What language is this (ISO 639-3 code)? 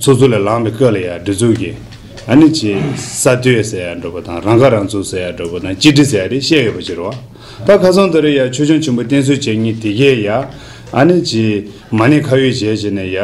bod